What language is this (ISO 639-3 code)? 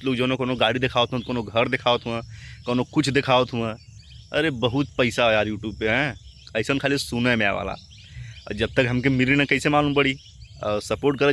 bho